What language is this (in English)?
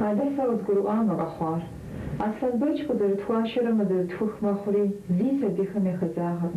Kabardian